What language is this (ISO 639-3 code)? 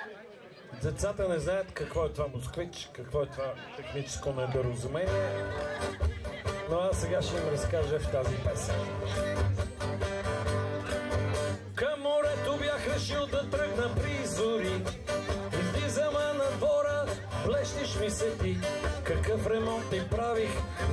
bul